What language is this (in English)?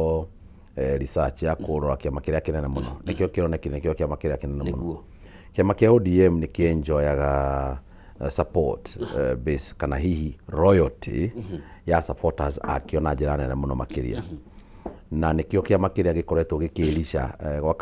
Kikuyu